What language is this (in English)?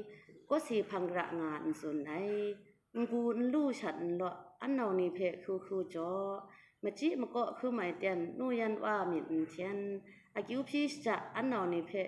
Kachin